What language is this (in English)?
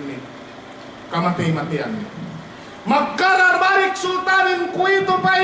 Yakan